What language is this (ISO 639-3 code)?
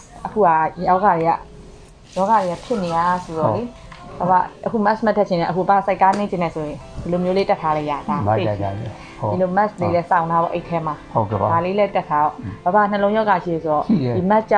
mya